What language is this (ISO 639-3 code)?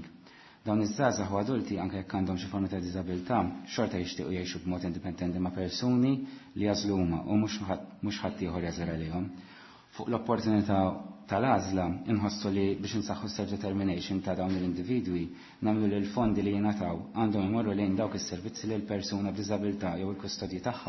mlt